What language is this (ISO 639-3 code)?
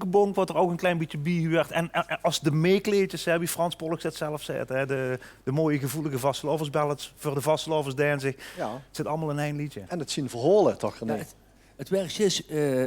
lim